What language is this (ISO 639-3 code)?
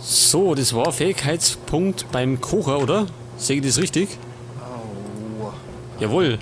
bar